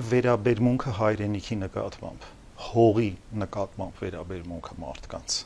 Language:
Armenian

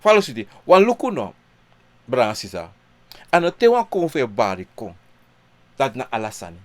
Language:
Sranan Tongo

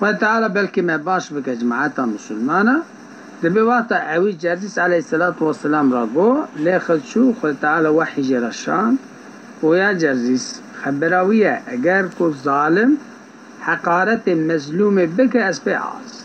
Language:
Kurdish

